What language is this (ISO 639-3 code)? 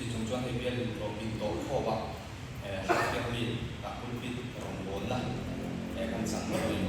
lus